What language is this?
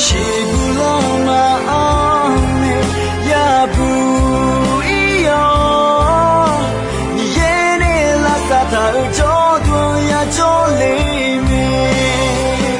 Akha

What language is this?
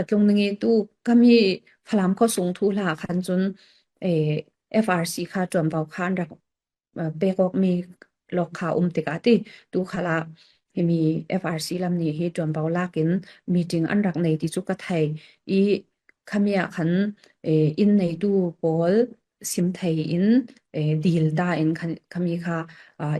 Falam Chin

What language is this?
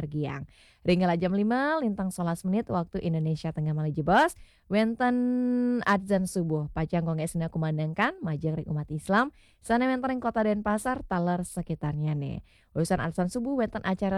Balinese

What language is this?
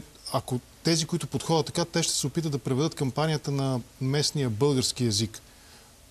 Bulgarian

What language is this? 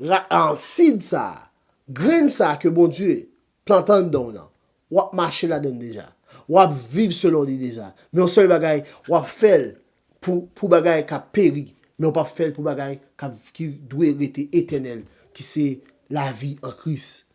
Haitian Creole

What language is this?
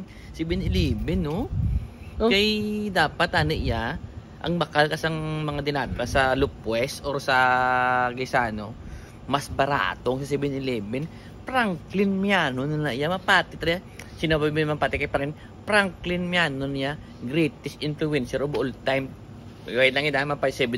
Hiligaynon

